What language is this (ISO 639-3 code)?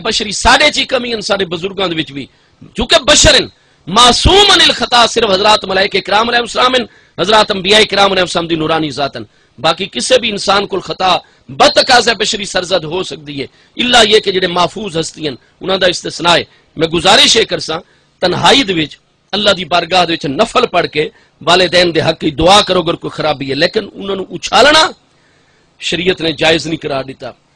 skr